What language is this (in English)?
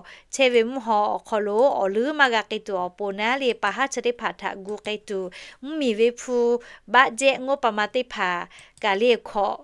Lahu